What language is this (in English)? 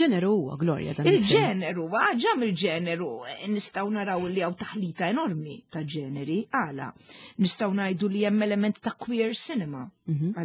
Maltese